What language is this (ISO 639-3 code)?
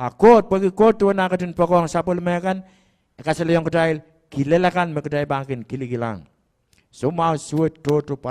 pon